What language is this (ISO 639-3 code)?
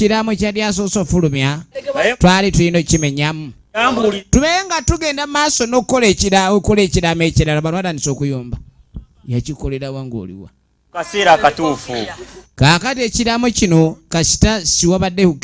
lug